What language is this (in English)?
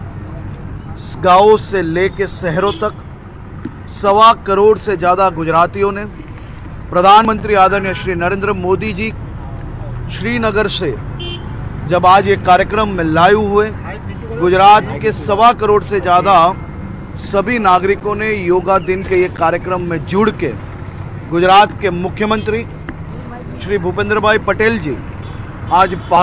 Hindi